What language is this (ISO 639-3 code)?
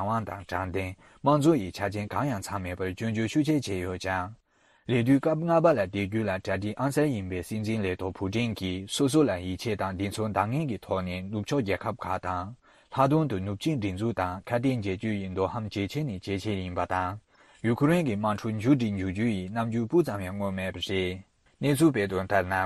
bod